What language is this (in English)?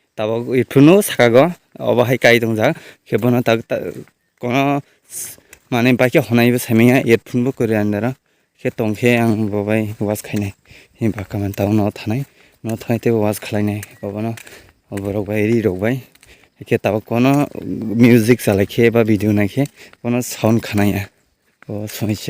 Kok Borok